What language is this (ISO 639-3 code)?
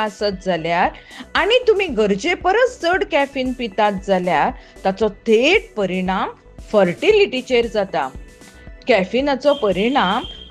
kok